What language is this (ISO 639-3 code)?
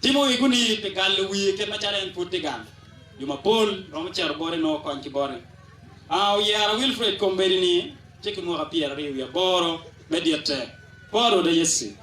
ach